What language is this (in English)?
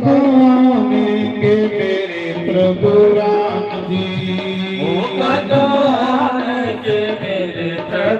Dogri